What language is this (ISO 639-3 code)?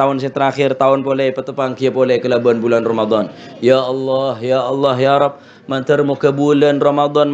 mad